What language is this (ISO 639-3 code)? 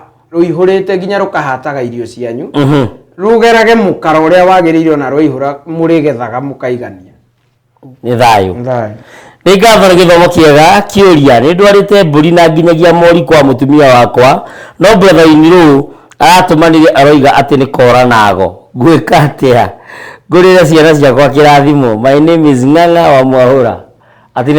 kik